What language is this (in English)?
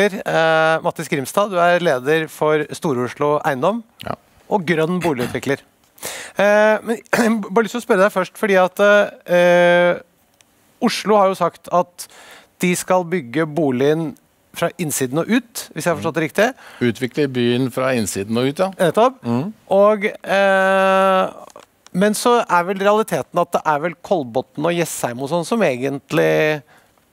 Norwegian